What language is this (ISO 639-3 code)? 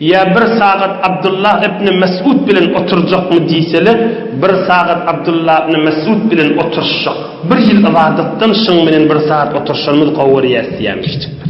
tuk